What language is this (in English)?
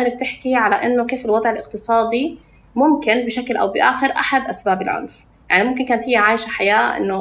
North Levantine Arabic